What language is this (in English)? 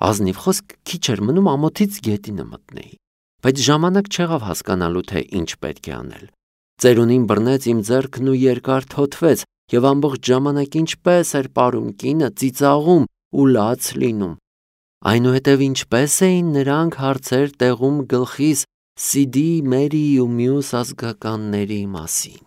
Armenian